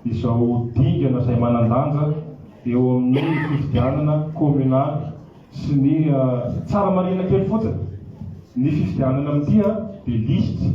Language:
Malagasy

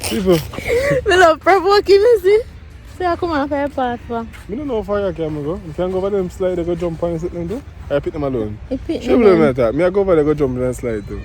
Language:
Jamaican Creole English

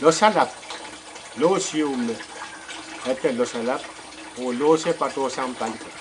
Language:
Pohnpeian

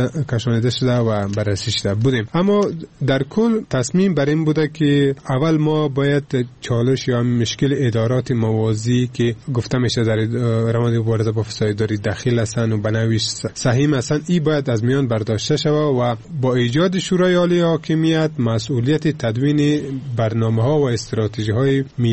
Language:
Persian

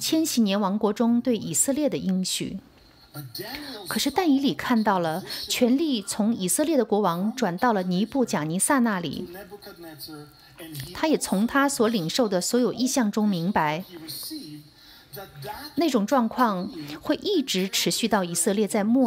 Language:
Chinese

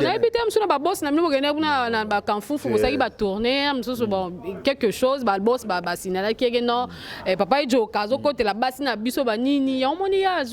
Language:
Lingala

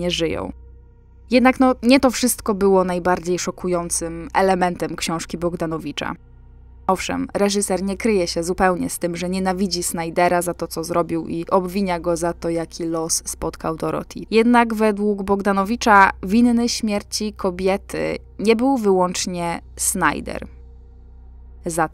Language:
Polish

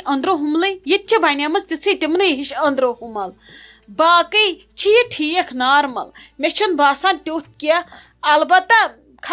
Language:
Kashmiri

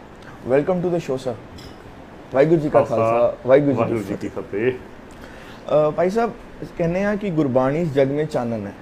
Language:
Punjabi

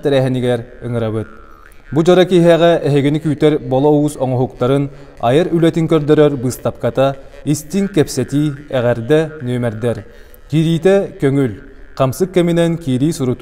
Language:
Yakut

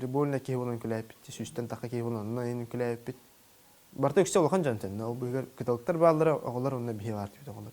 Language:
Yakut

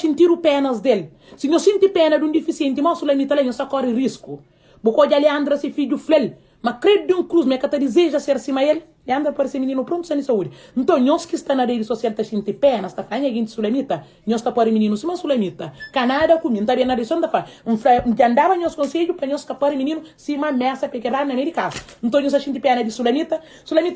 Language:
Kabuverdianu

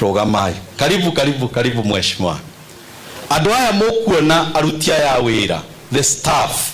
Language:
Kikuyu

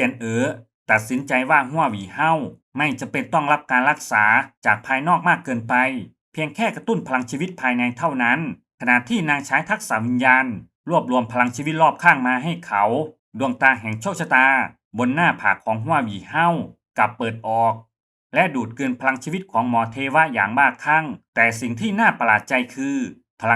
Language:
Lao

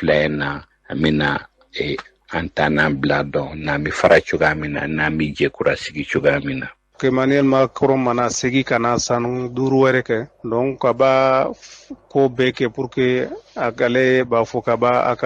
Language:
Bambara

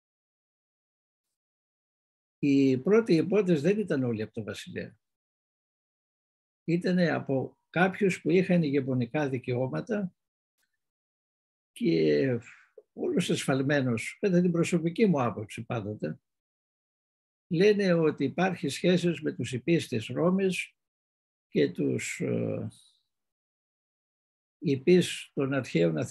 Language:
Greek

